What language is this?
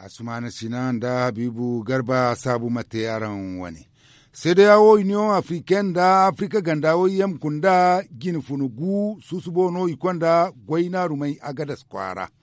Zarma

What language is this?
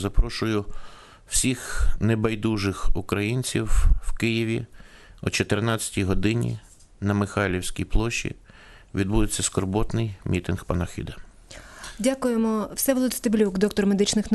Ukrainian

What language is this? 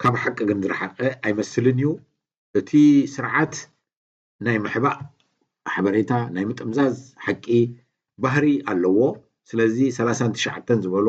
Tigrinya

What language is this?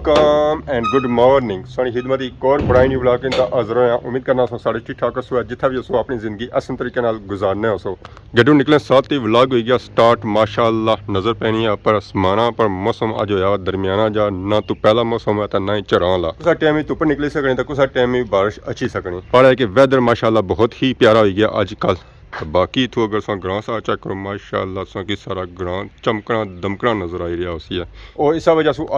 Pahari-Potwari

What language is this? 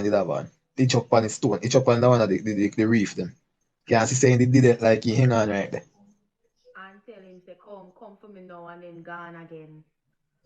Jamaican Creole English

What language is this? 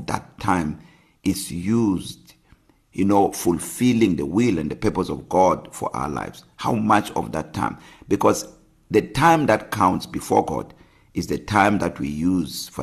English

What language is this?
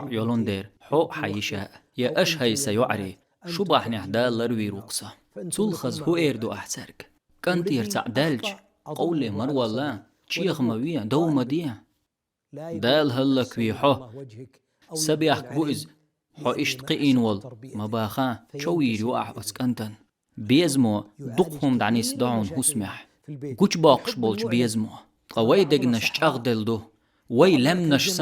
Chechen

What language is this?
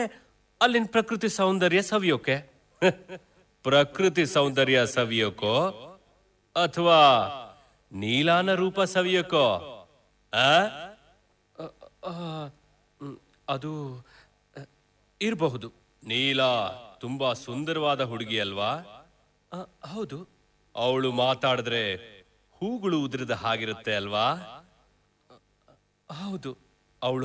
Kannada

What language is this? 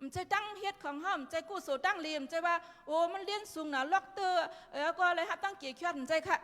Shan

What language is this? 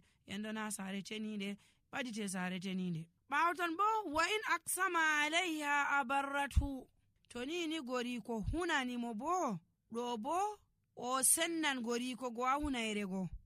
Nigerian Fulfulde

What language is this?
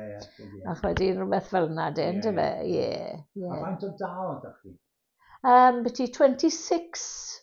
Welsh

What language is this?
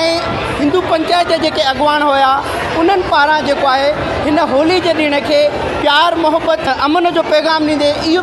Sindhi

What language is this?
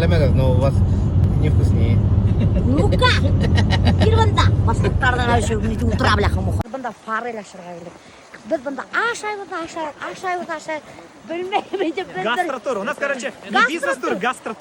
Bashkir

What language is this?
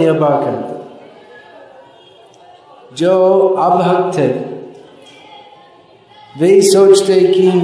Hindi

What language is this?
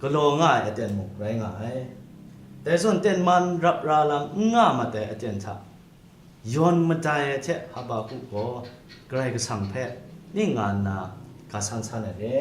Kachin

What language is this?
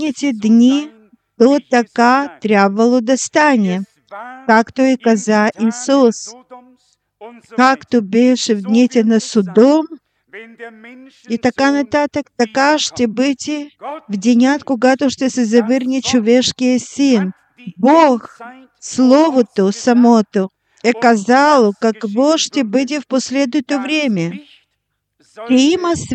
Bulgarian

